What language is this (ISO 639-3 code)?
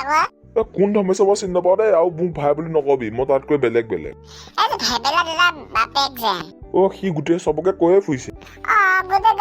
asm